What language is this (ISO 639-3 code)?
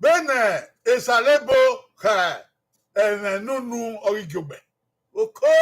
bin